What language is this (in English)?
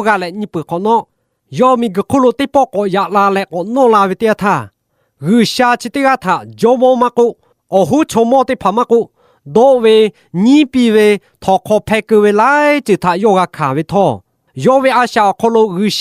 Lahu